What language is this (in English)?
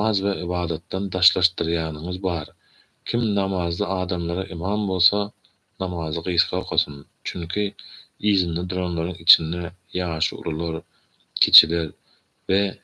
Turkmen